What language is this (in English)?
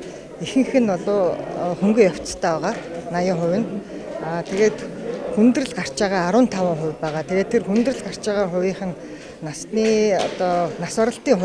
Mongolian